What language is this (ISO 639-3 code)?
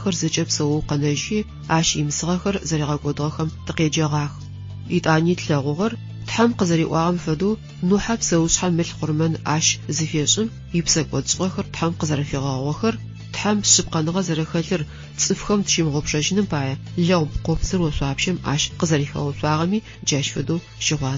ady